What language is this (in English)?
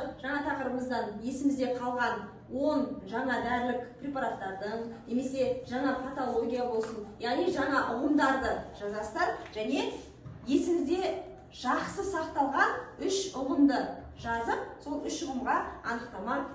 Kazakh